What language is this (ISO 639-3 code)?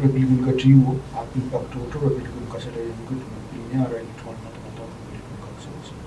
pon